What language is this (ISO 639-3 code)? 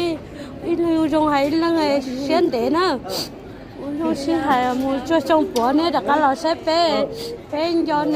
hmn